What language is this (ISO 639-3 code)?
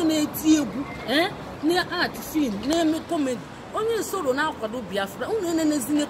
ibo